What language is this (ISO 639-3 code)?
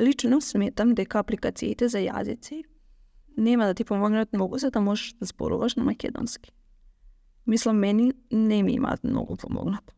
mkd